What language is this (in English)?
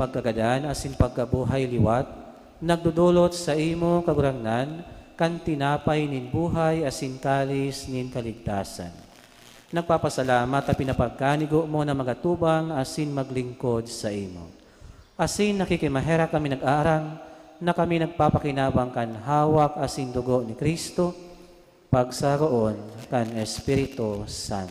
Bikol